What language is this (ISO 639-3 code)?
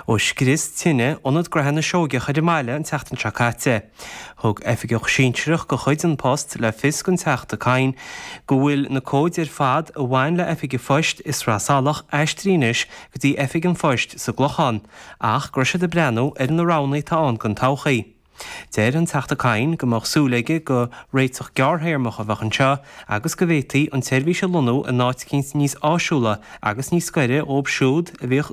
gle